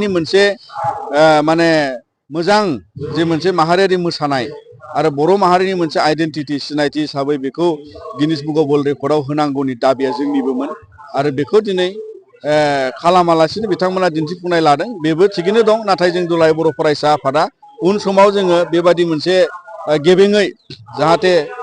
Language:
Bodo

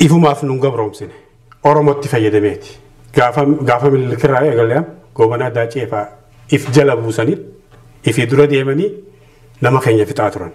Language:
Oromo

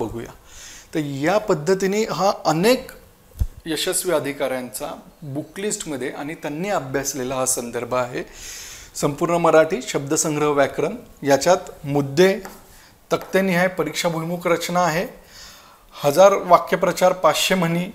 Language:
Marathi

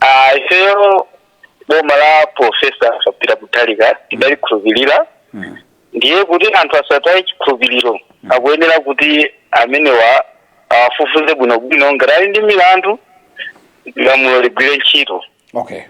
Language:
Nyanja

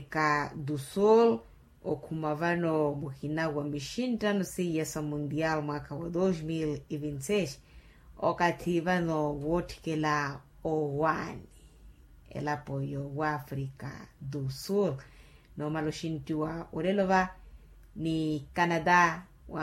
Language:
Makhuwa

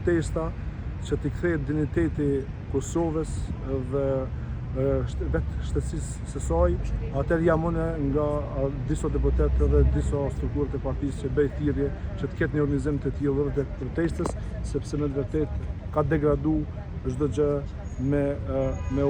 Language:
Albanian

